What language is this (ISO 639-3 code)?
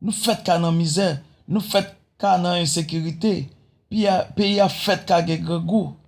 hat